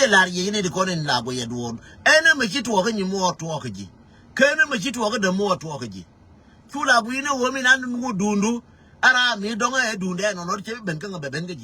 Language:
Nuer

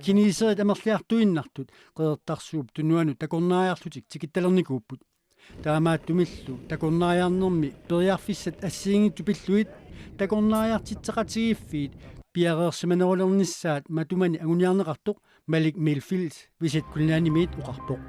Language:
Kalaallisut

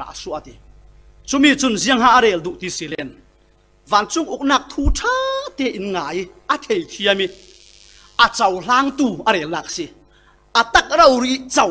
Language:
Falam Chin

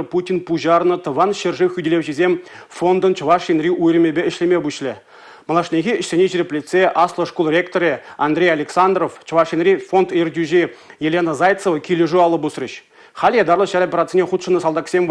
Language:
Chuvash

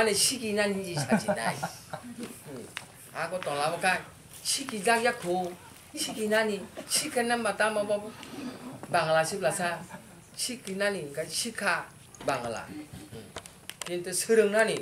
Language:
Kok Borok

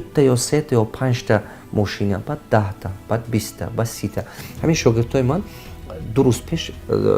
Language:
Tajik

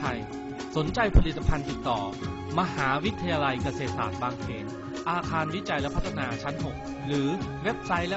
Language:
Thai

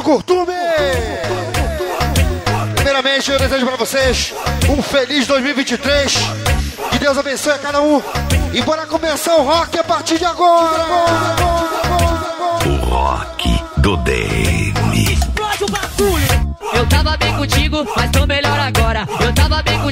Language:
Portuguese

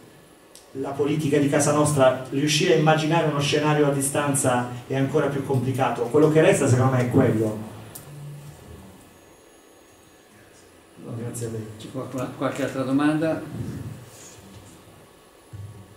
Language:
Italian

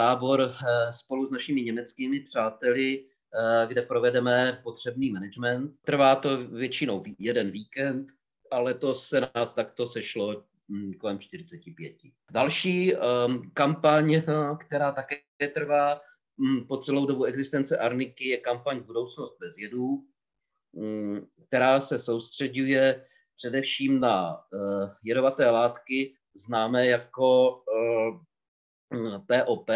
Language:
Czech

